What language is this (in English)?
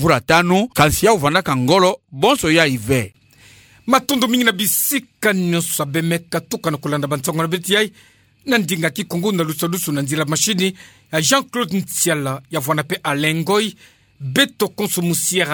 Kituba (Democratic Republic of Congo)